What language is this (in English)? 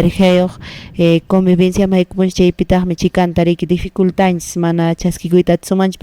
Quechua